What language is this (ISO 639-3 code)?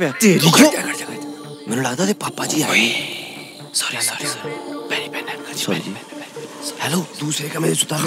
pan